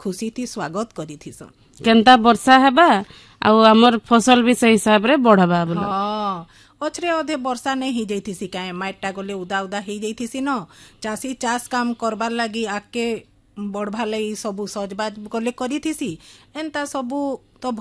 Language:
Odia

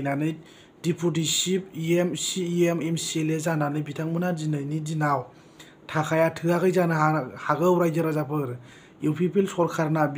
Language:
Bodo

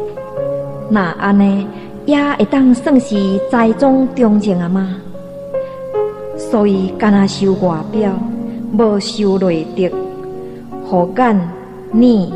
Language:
Min Nan Chinese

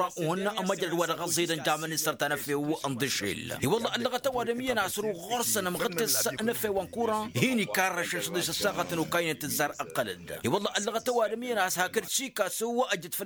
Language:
Tamasheq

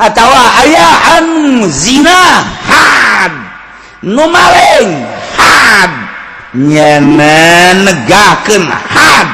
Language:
Sundanese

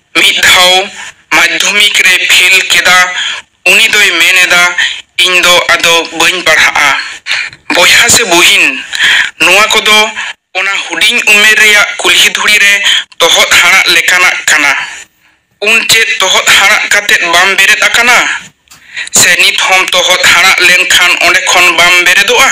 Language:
Santali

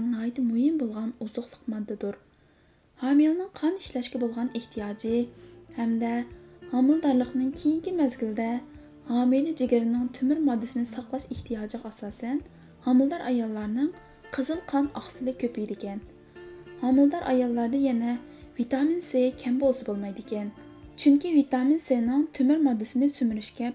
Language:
Uyghur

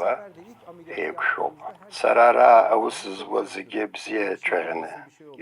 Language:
Abkhazian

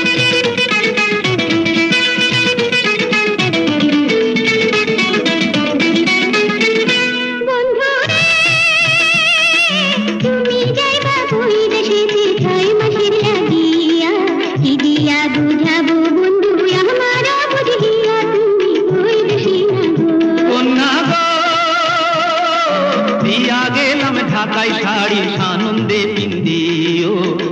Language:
Bangla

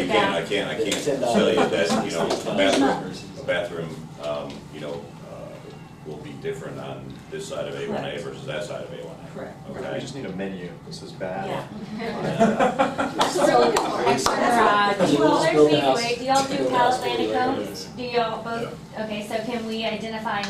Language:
English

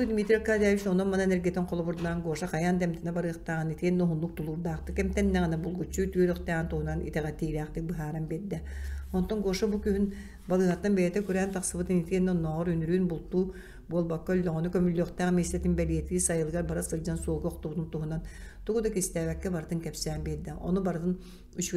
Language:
Yakut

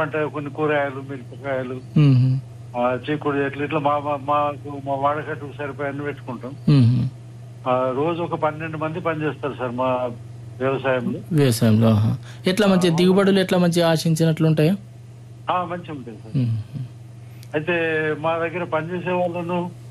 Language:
Telugu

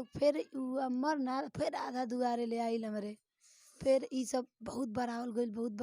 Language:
Bhojpuri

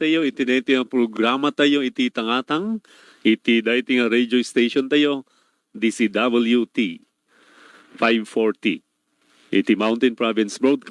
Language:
Iloko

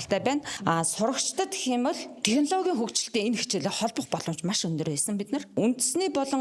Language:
Mongolian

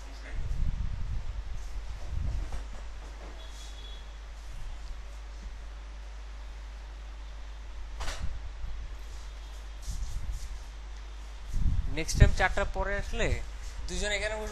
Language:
Bangla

